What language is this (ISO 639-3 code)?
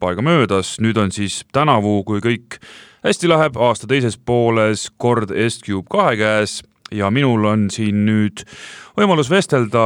est